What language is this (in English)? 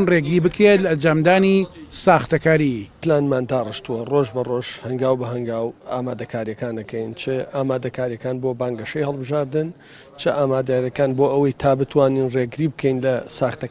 Central Kurdish